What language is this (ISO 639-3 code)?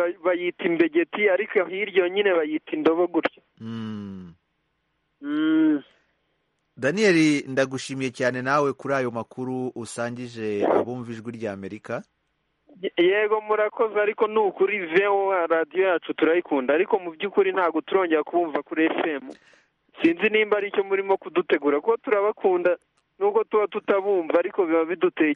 kin